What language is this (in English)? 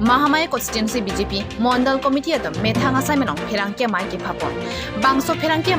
Karbi